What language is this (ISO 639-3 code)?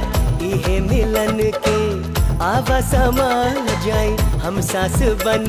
bho